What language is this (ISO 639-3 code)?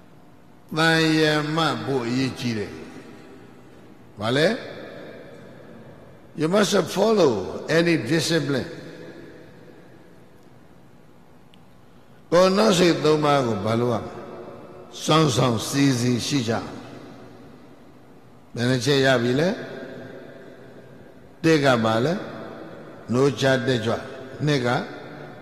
mya